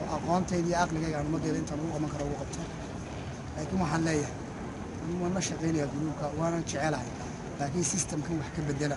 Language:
Somali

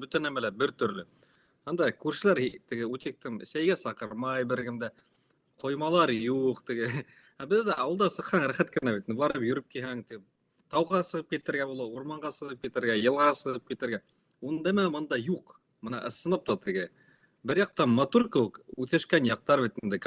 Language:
Bashkir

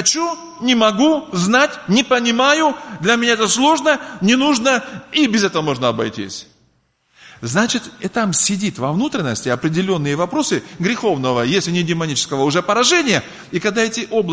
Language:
Russian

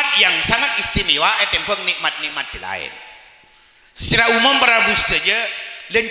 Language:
Madurese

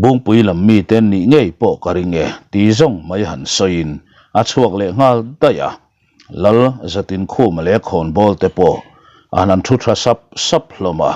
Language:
Mizo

